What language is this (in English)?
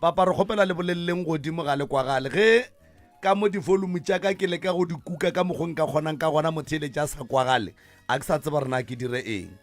Northern Sotho